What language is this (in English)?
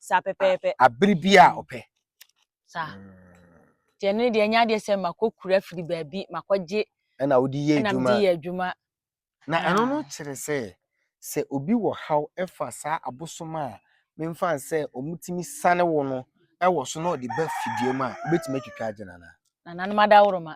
Akan